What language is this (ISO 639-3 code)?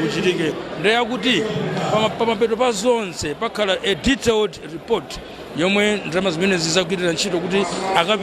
nya